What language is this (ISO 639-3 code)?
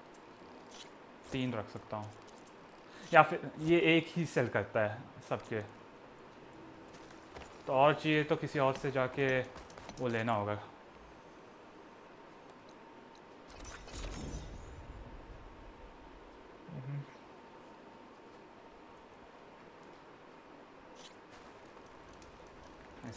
hin